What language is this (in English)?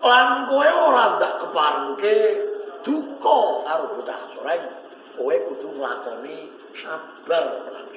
Javanese